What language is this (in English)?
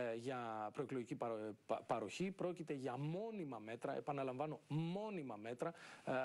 Greek